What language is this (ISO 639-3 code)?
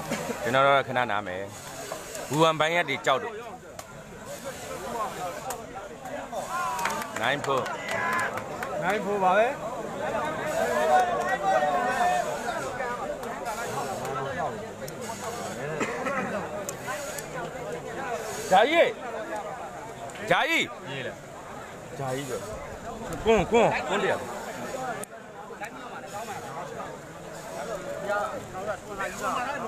mya